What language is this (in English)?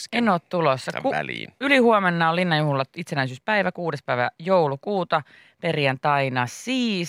Finnish